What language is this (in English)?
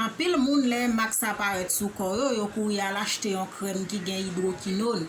Haitian Creole